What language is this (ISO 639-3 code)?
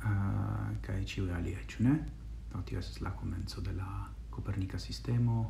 epo